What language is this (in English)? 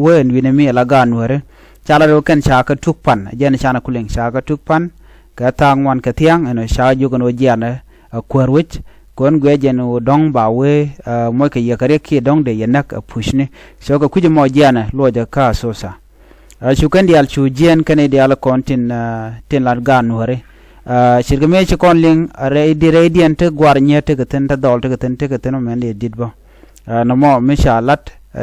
Nuer